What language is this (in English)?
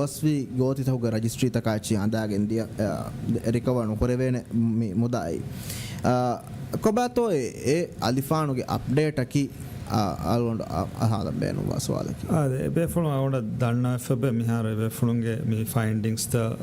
Divehi